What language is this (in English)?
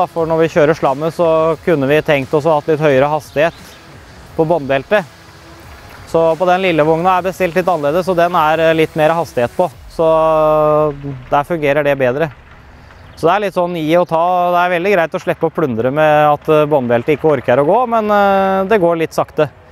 Norwegian